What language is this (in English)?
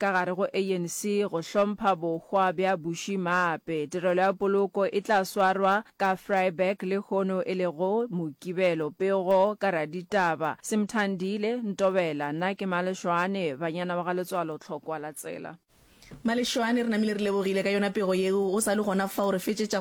Northern Sotho